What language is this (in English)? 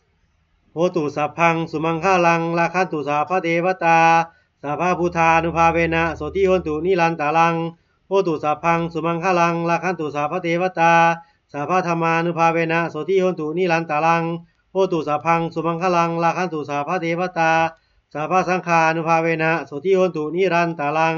Pali